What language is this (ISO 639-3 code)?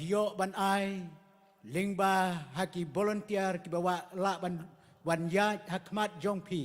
kha